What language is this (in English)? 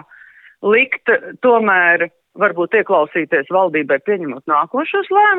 Latvian